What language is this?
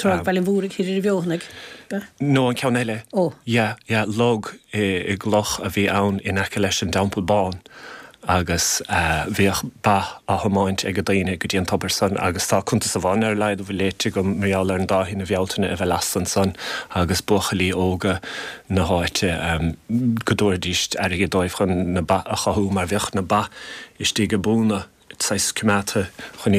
Irish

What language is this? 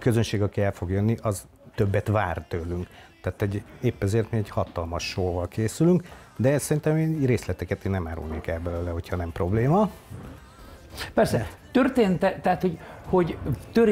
Hungarian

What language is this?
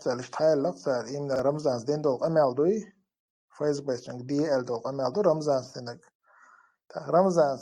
Chechen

